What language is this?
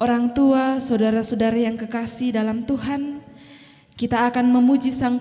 Toraja-Sa'dan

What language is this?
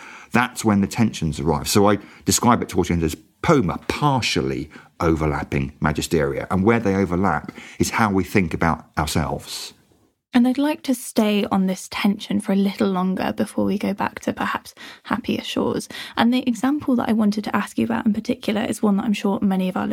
English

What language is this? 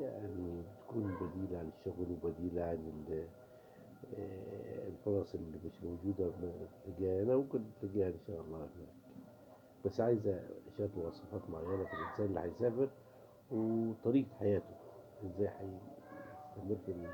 Egyptian Arabic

